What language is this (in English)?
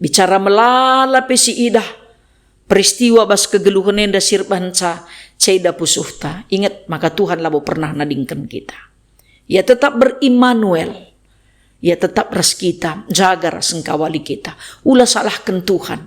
Batak Karo